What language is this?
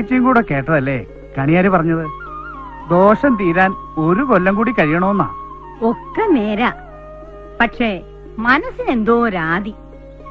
Malayalam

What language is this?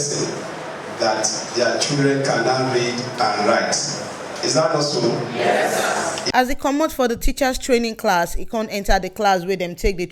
Nigerian Pidgin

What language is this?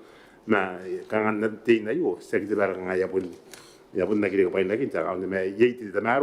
Gilbertese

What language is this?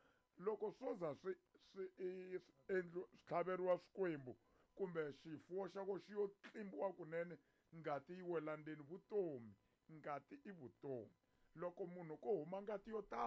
Tsonga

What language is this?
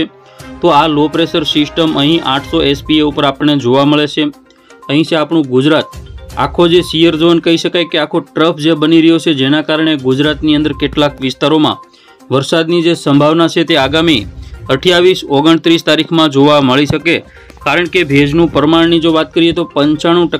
Gujarati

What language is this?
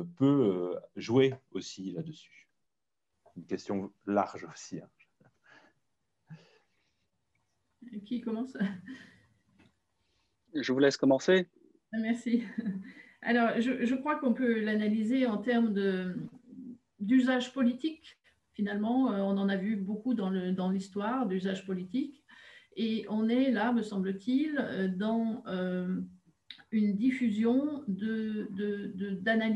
French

